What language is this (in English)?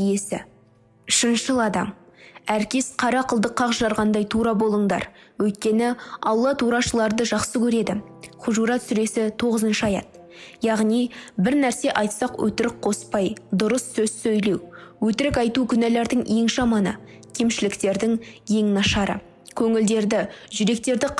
Kazakh